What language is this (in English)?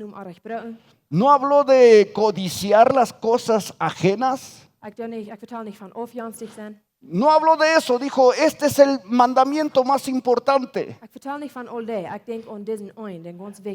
Plautdietsch